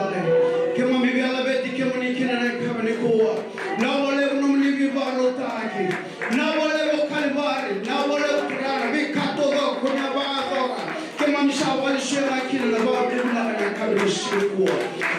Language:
Fijian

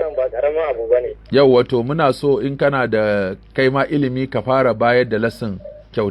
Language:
Hausa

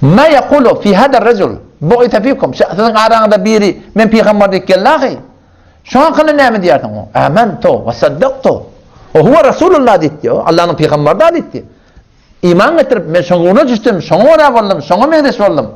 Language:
Turkmen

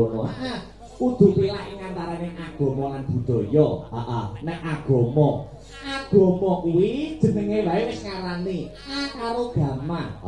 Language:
Javanese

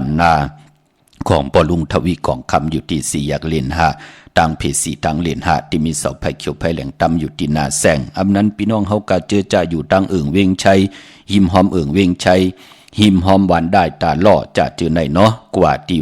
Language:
Shan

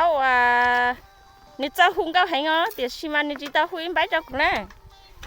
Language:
Hmong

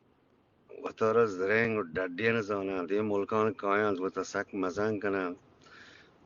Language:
Eastern Balochi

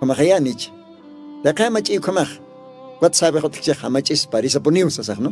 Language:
Aymara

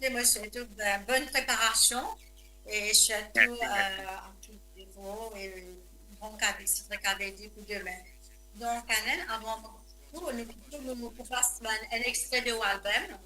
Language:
Morisyen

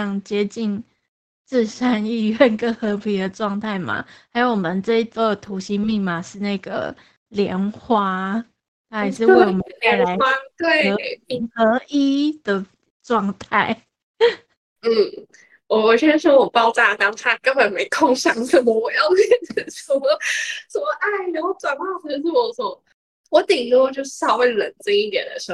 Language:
Chinese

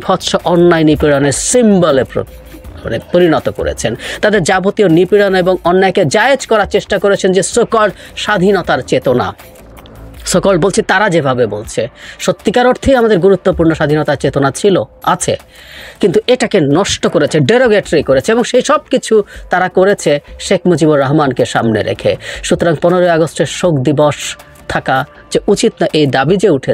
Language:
Bangla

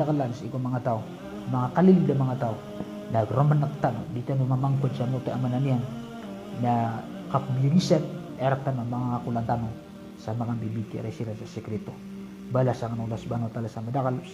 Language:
Maranao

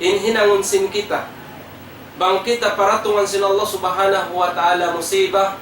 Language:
Tausug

